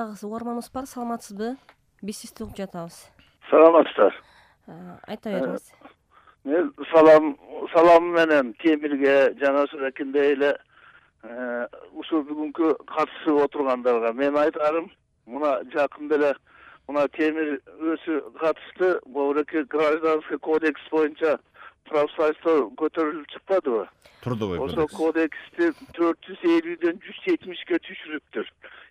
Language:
Kyrgyz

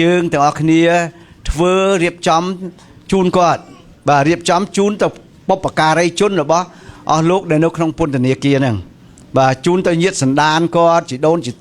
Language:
Khmer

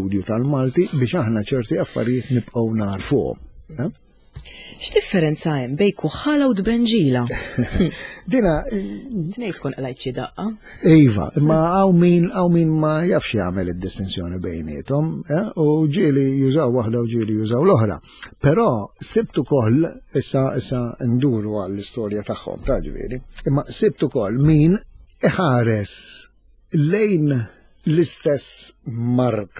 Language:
Maltese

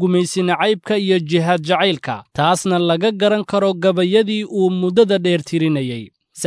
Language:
Somali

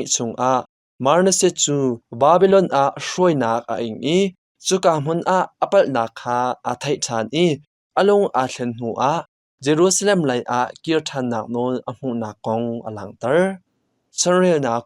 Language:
Hakha Chin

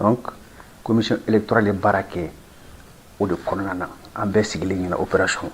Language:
Bambara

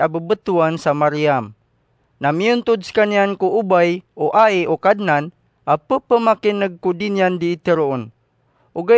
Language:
Maranao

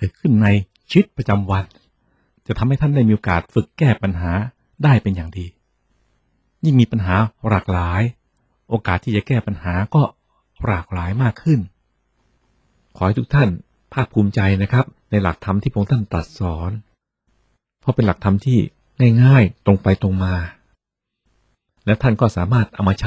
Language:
Thai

